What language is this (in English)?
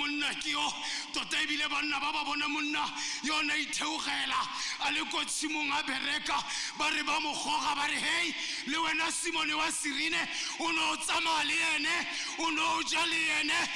Tswana